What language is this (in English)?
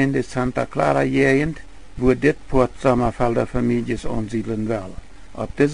Plautdietsch